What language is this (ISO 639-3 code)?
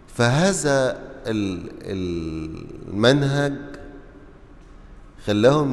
arz